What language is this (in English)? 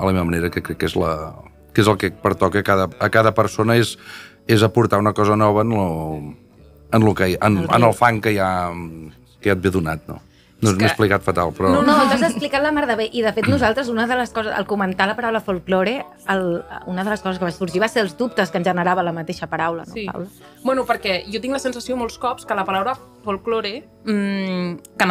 Catalan